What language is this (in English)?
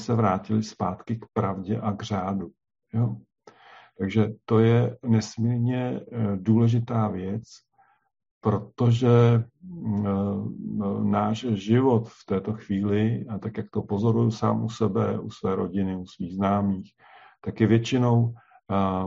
Czech